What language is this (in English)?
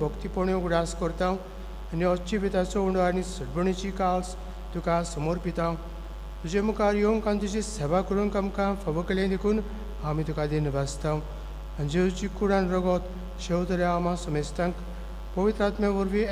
Konkani